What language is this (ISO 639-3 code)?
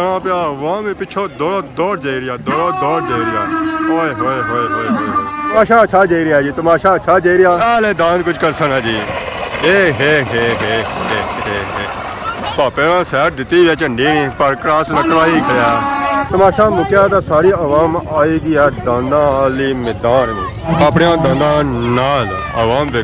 phr